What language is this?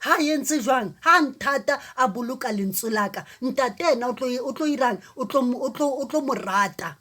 Southern Sotho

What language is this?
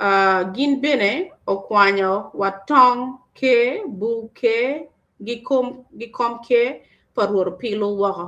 Acoli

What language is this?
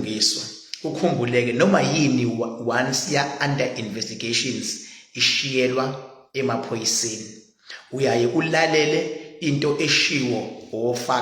Zulu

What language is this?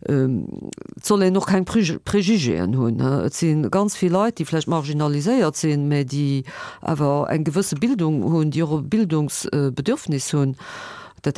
Luxembourgish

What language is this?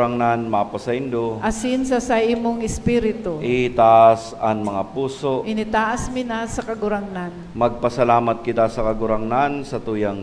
Bikol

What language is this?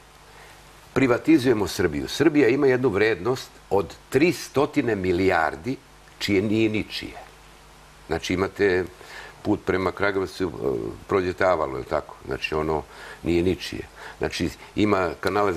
Serbian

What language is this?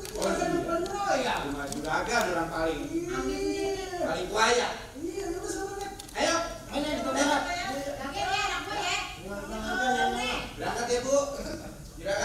Betawi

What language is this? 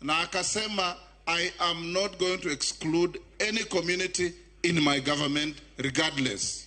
Luo (Kenya and Tanzania)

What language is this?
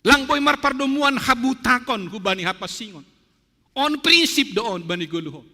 Batak Simalungun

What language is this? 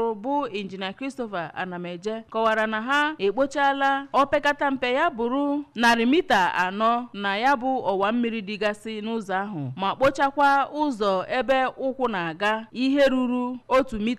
Igbo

